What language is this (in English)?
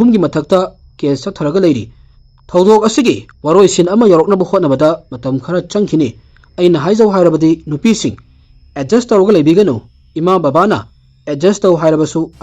Manipuri